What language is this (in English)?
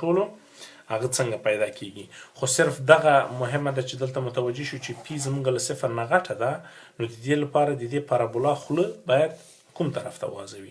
Pashto